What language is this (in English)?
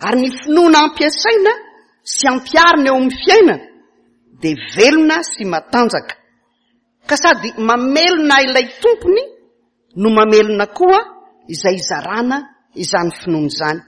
Malagasy